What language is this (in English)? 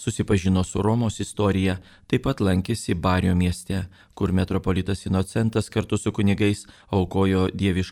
Lithuanian